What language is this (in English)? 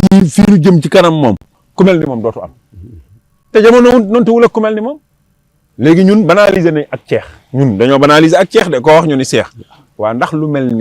Wolof